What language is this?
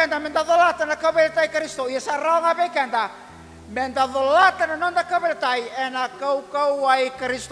Fijian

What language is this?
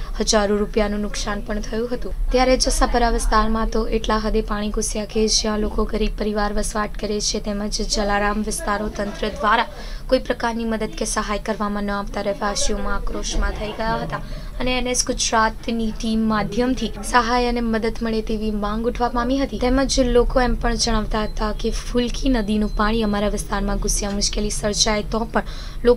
Gujarati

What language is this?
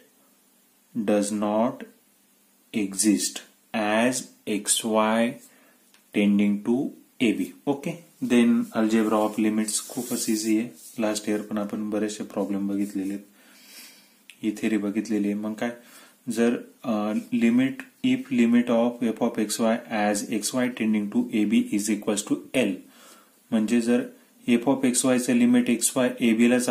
Marathi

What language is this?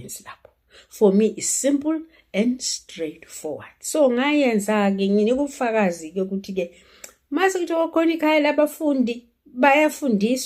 Zulu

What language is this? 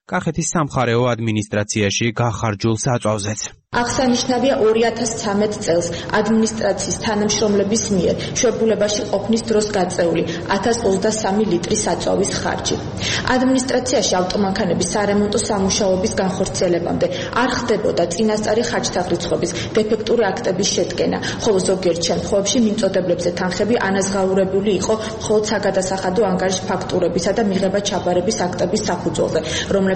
Georgian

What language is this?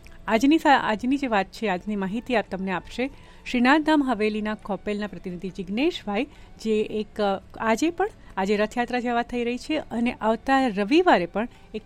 Gujarati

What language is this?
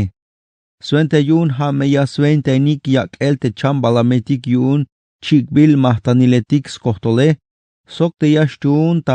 Tzeltal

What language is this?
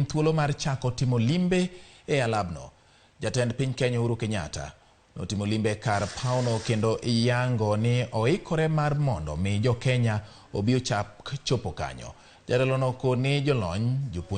Luo (Kenya and Tanzania)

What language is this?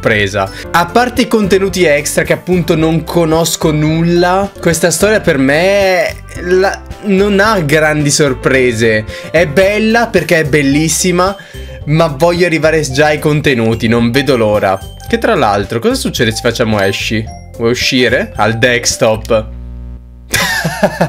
Italian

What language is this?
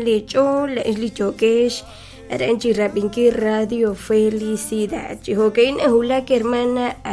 Kekchí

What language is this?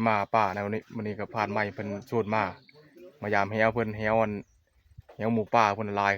Northeastern Thai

